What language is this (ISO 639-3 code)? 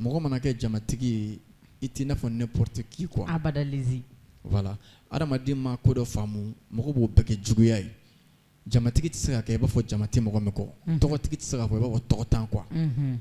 bam